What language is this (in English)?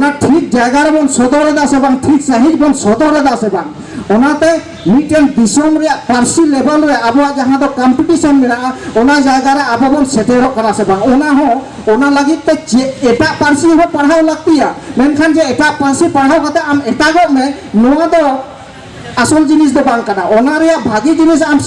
Santali